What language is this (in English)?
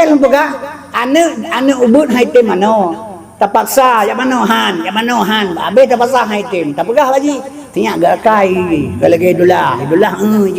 Achinese